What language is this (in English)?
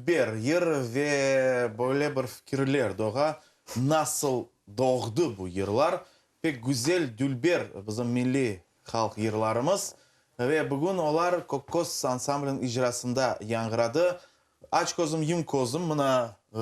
Crimean Tatar